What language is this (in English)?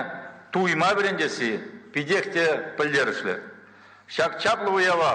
Chuvash